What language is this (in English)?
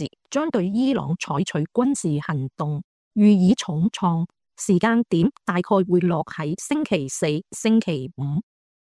Cantonese